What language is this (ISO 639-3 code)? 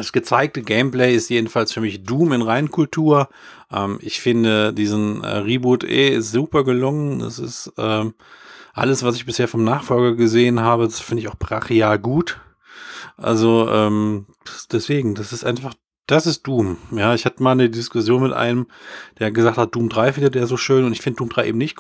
deu